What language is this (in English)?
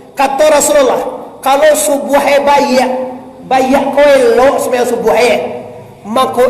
Minangkabau